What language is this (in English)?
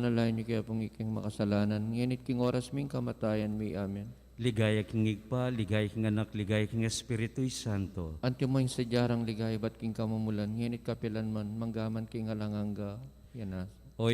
Pampanga